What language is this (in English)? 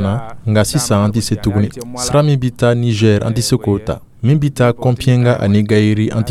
Dyula